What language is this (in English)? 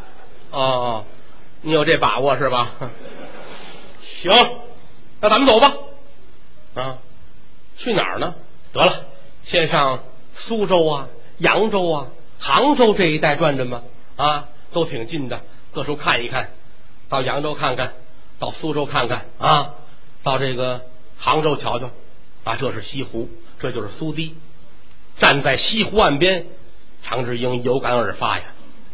Chinese